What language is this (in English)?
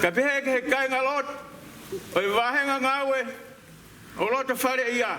Tongan